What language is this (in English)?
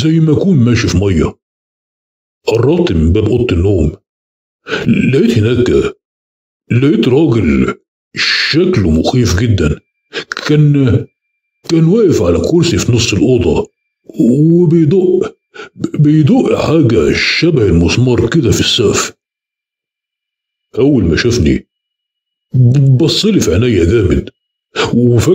Egyptian Arabic